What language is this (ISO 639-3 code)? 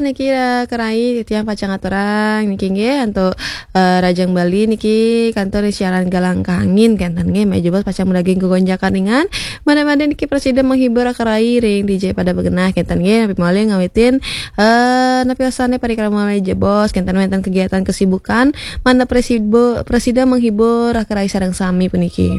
ban